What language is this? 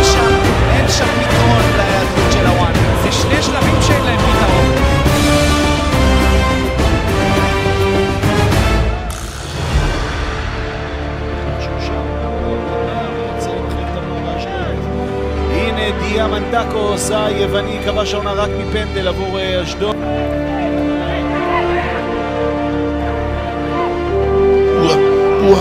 Hebrew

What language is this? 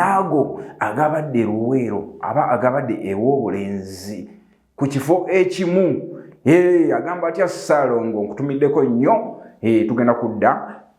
Ganda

